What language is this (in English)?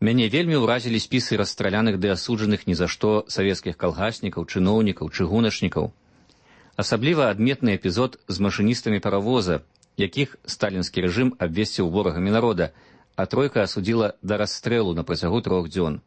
Belarusian